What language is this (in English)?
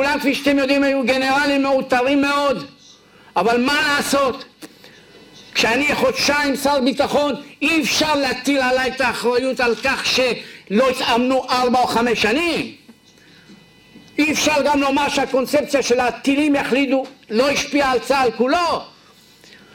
Hebrew